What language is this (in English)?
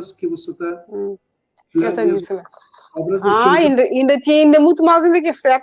Kabuverdianu